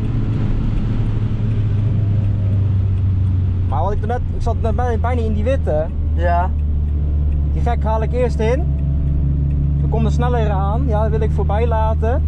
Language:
Dutch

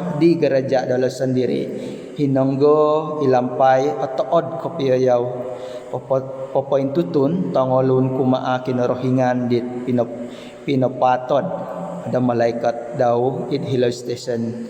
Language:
Central Dusun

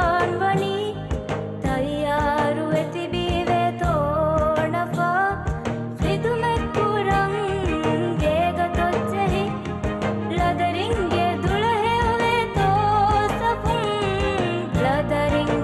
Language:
Divehi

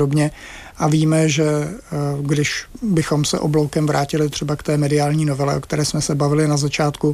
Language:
Czech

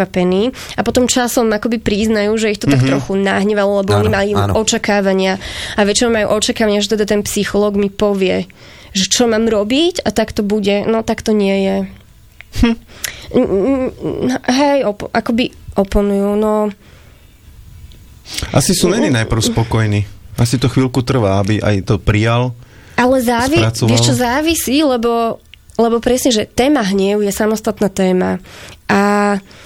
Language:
Slovak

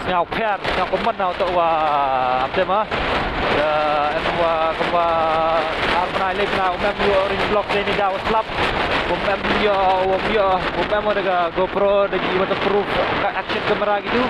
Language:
Khasi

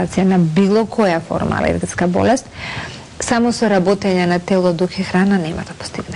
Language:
Macedonian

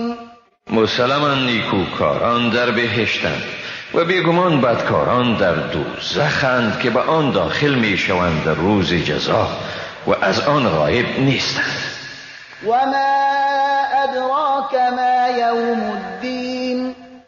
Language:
Persian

